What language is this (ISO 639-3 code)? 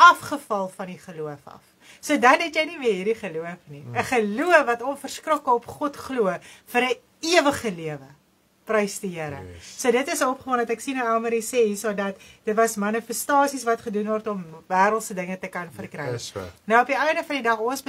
afr